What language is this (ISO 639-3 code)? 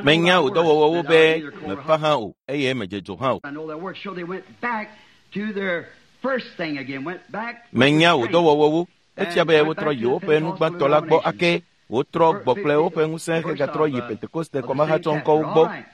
ewe